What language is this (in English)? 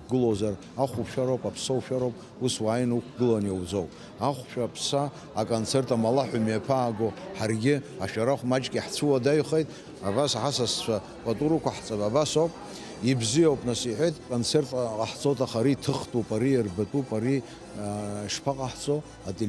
Abkhazian